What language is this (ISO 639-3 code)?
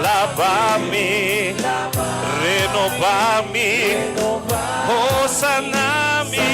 pap